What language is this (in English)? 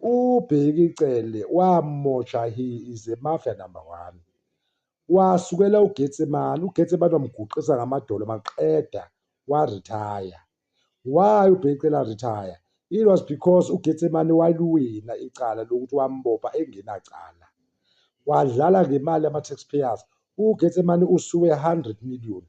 Zulu